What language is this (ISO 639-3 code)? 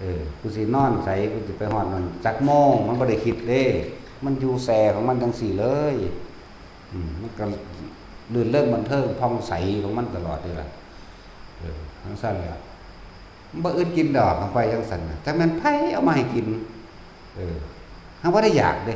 tts